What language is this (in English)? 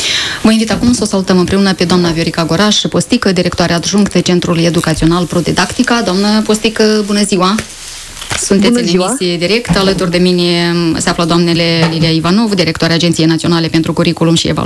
Romanian